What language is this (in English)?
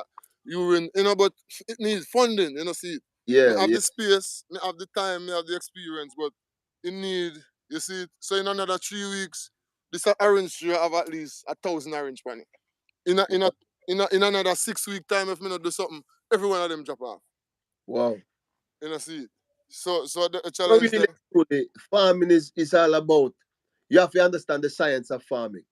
Jamaican Creole English